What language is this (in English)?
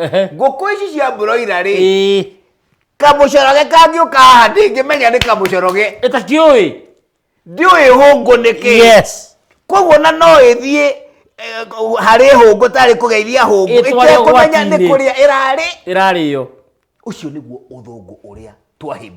Kikuyu